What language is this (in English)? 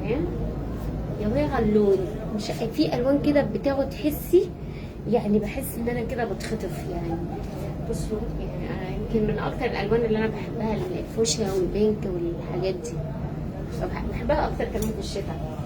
Egyptian Arabic